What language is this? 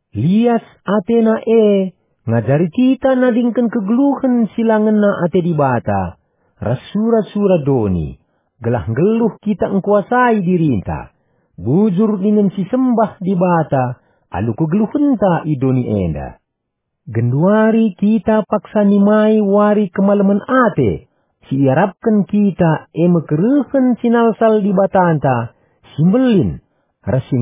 Batak Karo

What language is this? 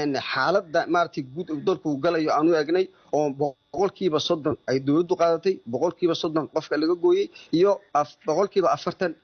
Somali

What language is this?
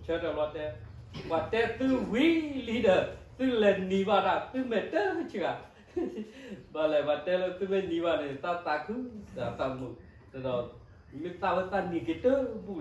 S'gaw Karen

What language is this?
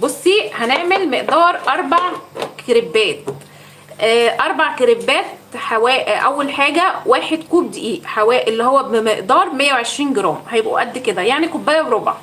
Egyptian Arabic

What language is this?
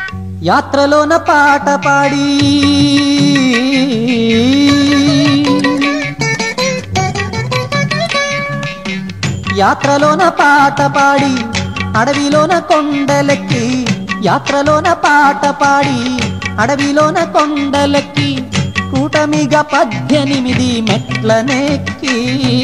Telugu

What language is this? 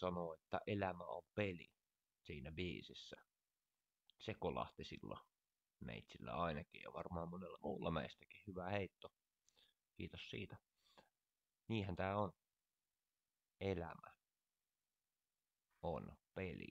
Finnish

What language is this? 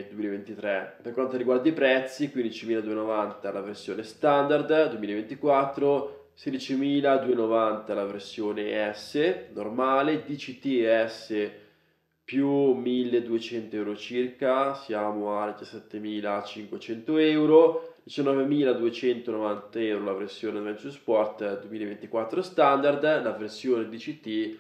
Italian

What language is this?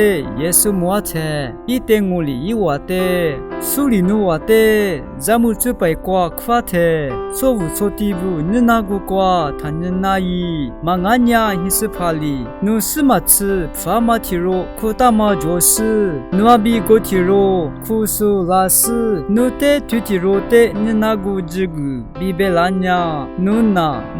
Lisu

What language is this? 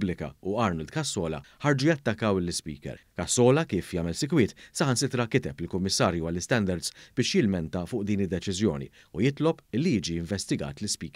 Maltese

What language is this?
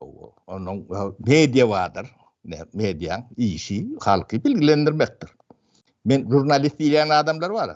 Turkmen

